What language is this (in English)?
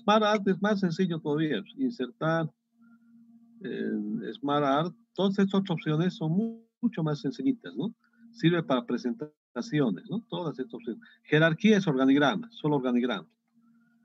Spanish